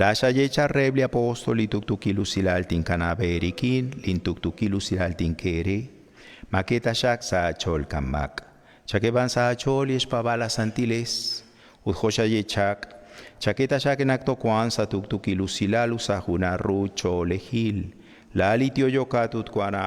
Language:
Kekchí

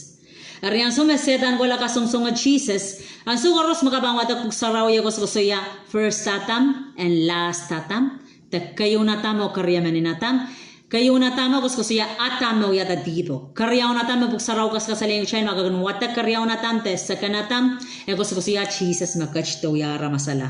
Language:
Pohnpeian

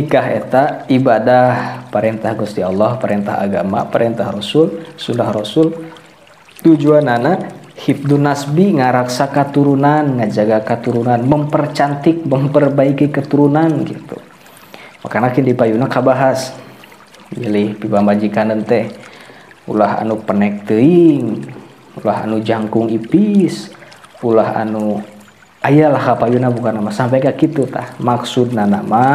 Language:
Sundanese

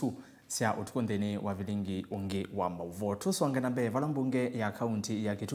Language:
Kamba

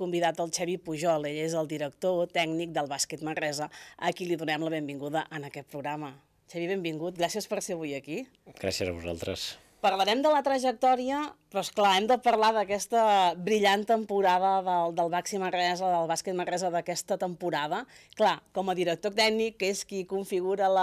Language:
Catalan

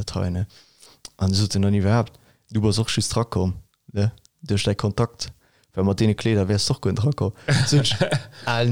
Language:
Luxembourgish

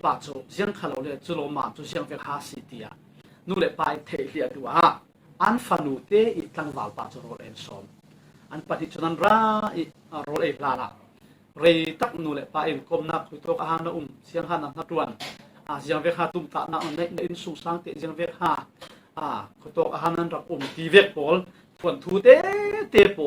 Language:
Falam Chin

